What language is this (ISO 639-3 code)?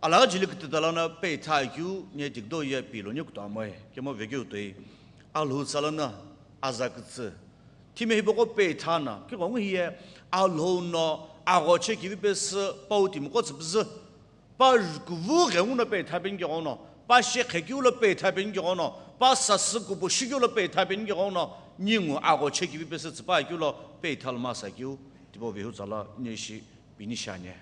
nsm